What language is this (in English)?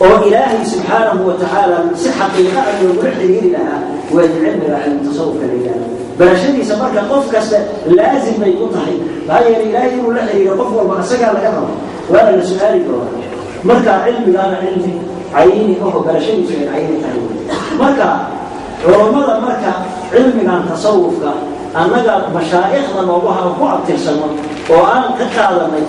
Somali